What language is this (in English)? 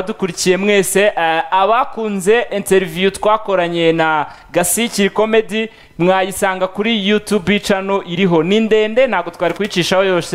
Kinyarwanda